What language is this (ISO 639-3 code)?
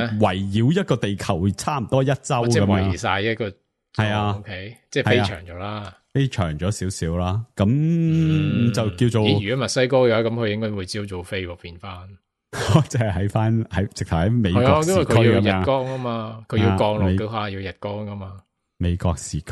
yue